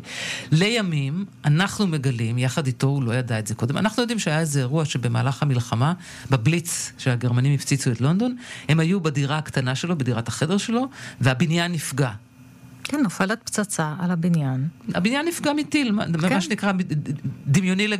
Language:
Hebrew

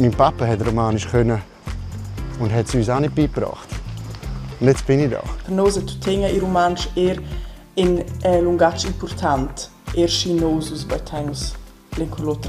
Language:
Romansh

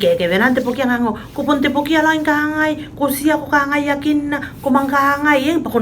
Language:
Tuvalu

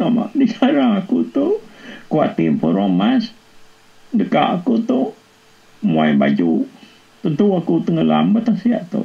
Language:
Iban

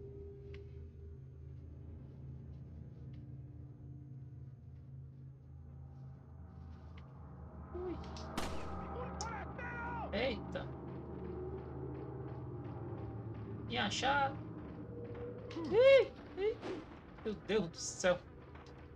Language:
Portuguese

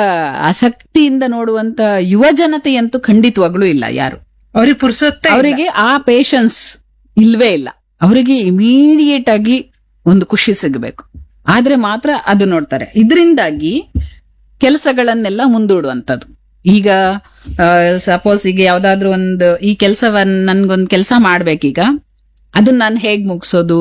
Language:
Kannada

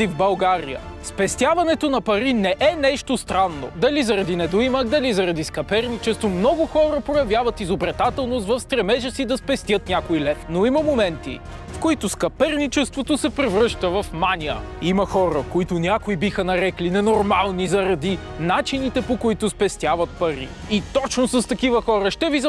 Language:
Bulgarian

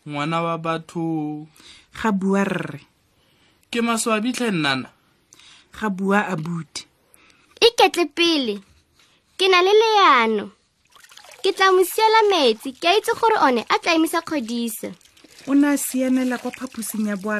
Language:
Tswana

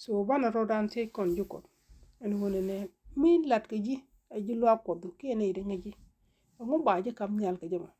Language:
Nuer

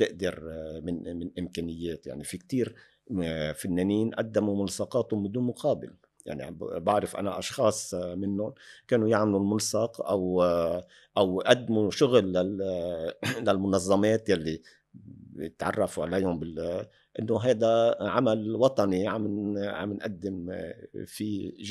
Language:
North Levantine Arabic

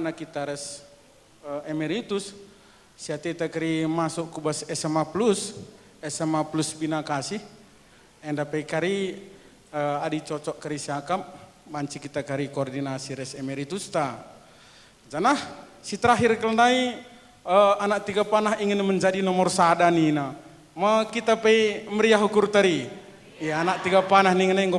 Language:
Batak Karo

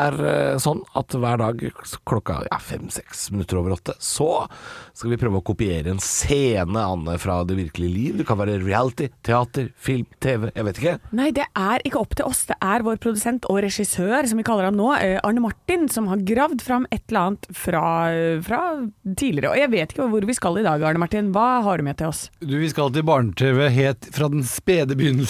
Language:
Norwegian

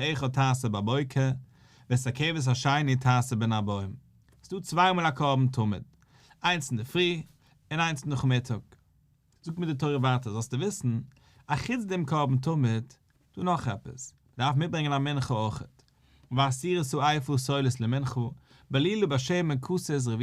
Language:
Yiddish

